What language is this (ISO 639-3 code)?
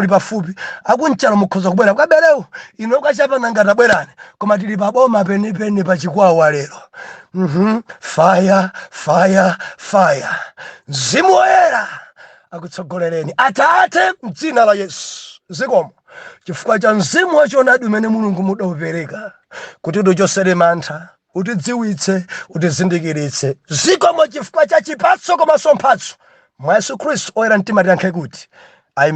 nya